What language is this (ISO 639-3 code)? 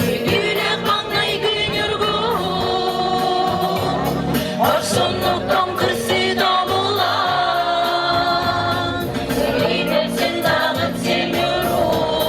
sah